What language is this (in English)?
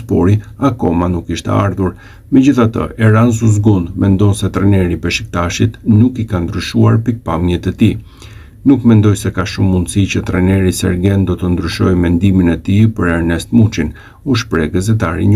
Albanian